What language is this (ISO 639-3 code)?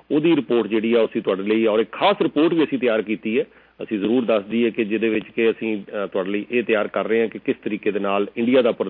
pan